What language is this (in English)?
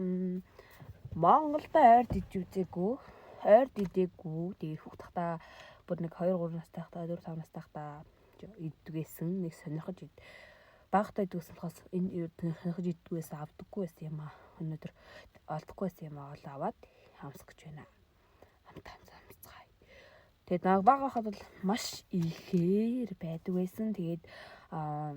Mongolian